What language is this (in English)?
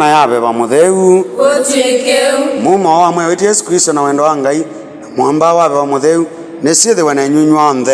Kamba